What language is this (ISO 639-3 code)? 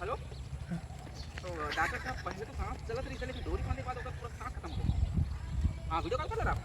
hne